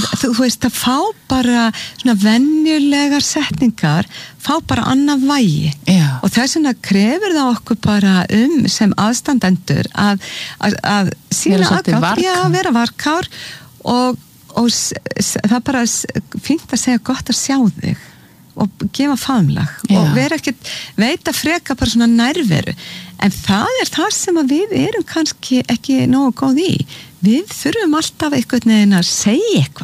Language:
Icelandic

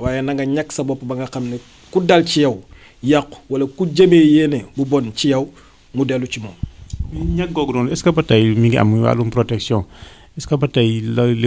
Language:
Wolof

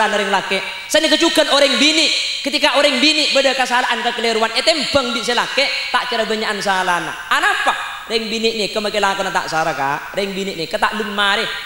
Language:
Madurese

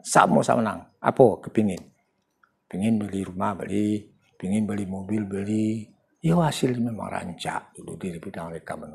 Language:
Minangkabau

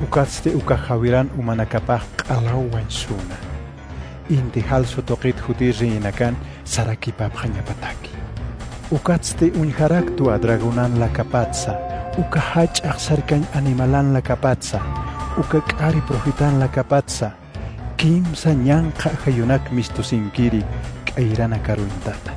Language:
Aymara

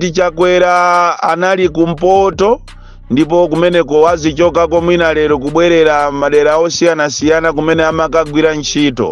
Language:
Nyanja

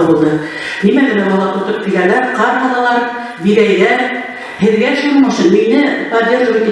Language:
Bashkir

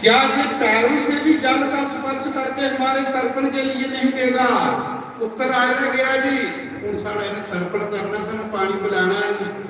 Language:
Dogri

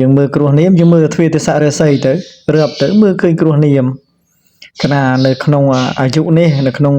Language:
Khmer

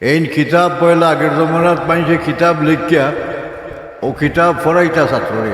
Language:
Sylheti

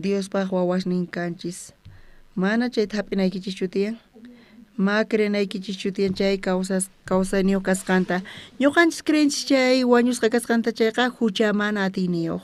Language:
South Bolivian Quechua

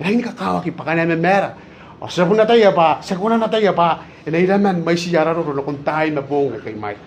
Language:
Gilbertese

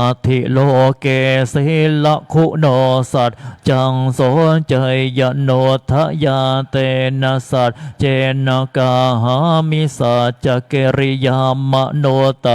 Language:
Pali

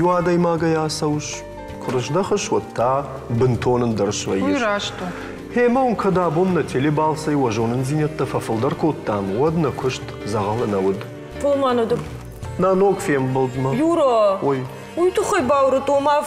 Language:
Ossetic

